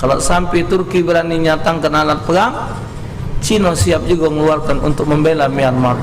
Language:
Musi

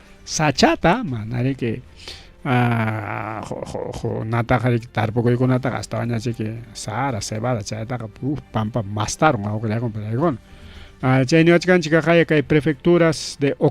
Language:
Ayacucho Quechua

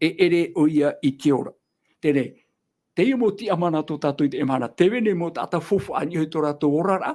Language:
Tahitian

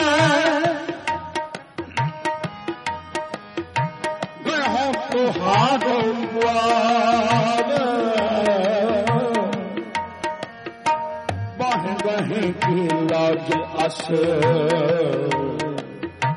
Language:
Punjabi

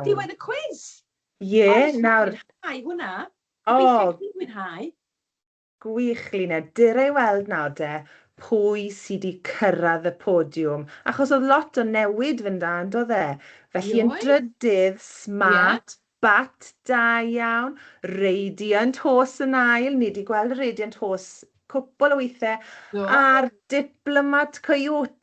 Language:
Welsh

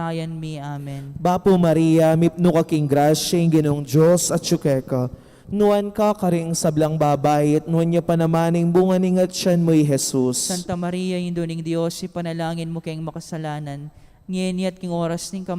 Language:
Pampanga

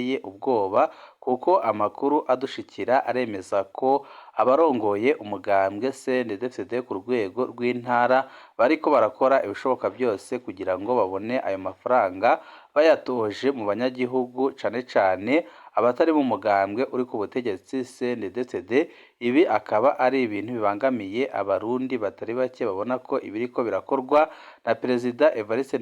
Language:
Rundi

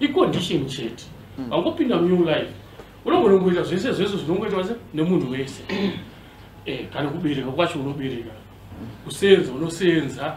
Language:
Shona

